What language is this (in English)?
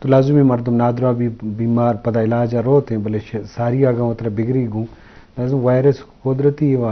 Eastern Balochi